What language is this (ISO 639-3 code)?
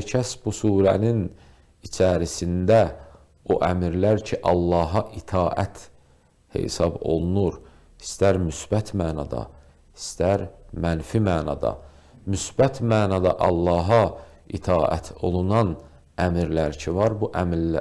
aze